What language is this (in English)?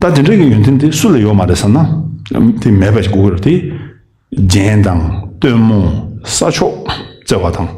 Tibetan